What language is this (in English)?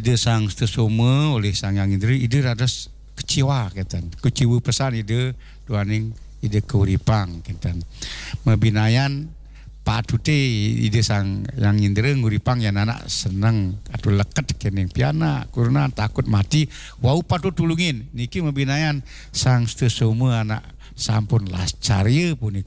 Balinese